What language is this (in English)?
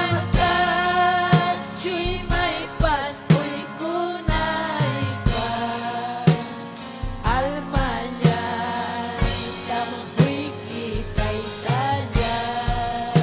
Ayacucho Quechua